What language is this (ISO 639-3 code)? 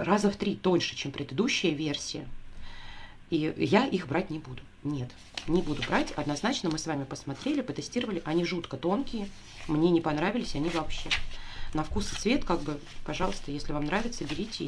rus